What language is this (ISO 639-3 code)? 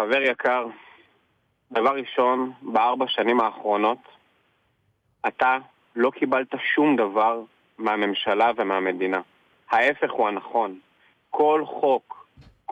heb